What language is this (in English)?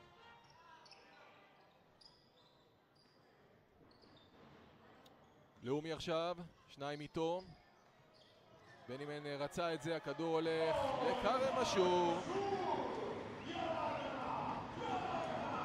Hebrew